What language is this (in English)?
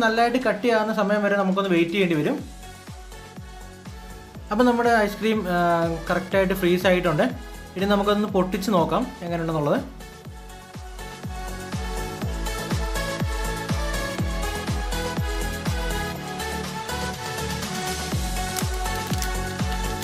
Malayalam